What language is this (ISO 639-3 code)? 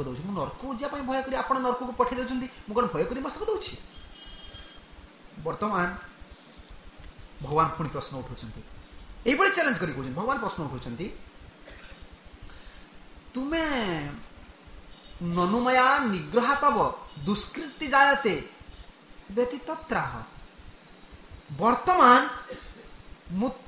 ori